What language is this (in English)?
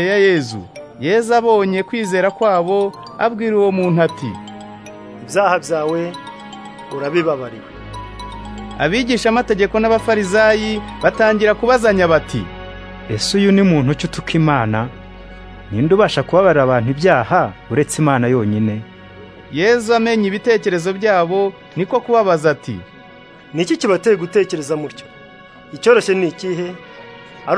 Kinyarwanda